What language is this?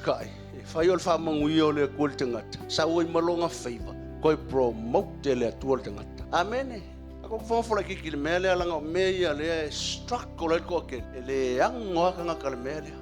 Samoan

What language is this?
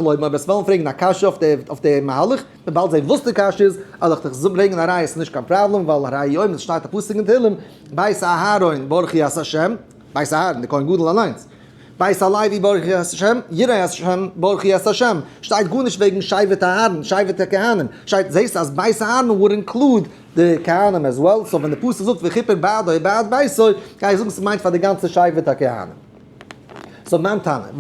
Yiddish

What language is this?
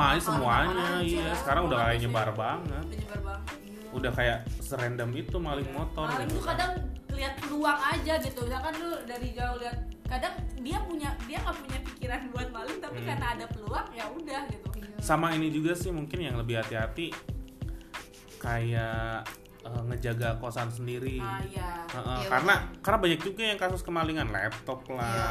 Indonesian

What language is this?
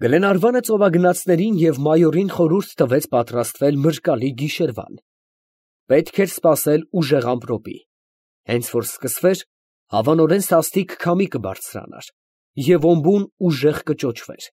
Armenian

